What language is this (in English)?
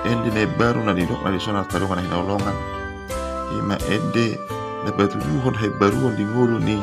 Batak Toba